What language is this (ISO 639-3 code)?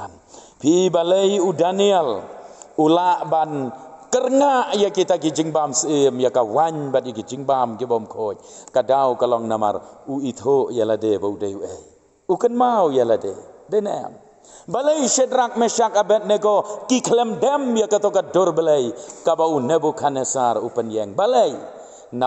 kha